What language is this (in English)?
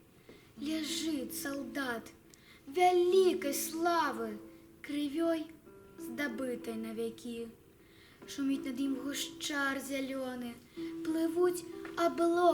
Belarusian